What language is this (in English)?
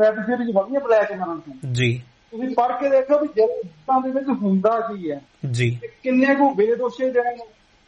Punjabi